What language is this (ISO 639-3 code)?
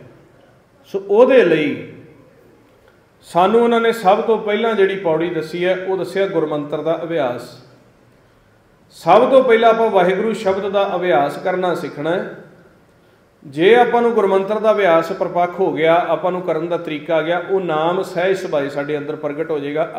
pan